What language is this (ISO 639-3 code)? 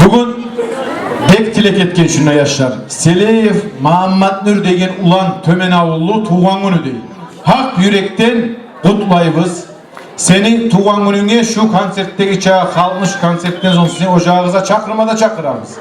kum